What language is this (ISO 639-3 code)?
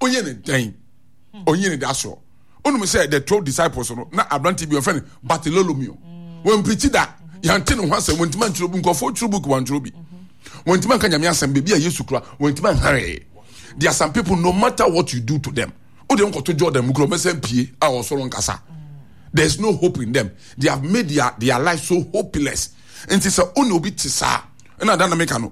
aka